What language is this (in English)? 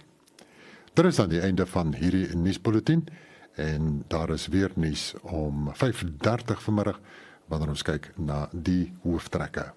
Afrikaans